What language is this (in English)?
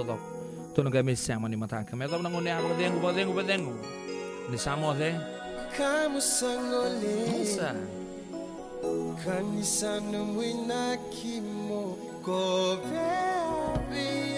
Fijian